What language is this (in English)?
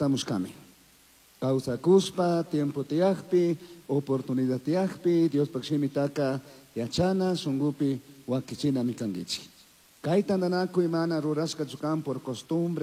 Chimborazo Highland Quichua